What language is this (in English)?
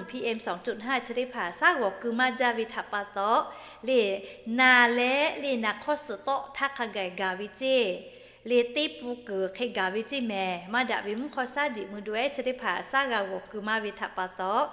Lahu